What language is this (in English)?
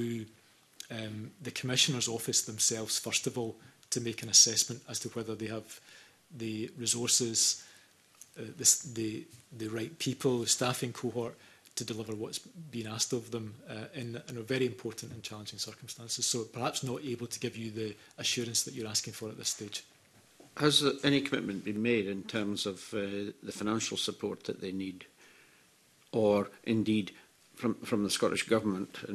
English